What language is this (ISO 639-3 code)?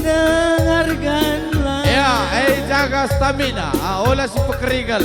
btx